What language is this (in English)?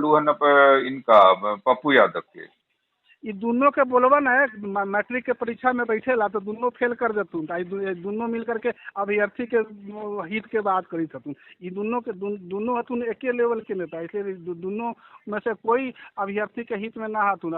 Magahi